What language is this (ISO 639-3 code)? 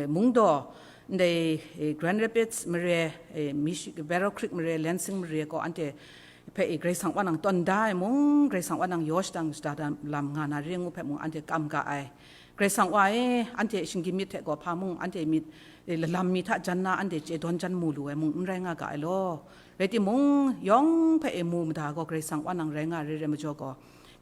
kac